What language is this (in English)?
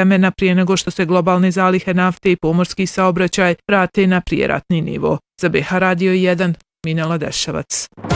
Bosnian